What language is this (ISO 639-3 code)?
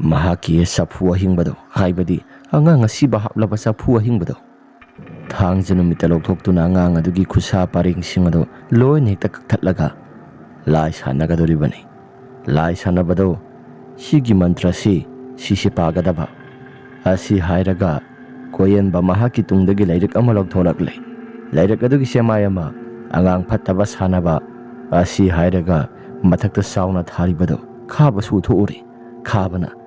mni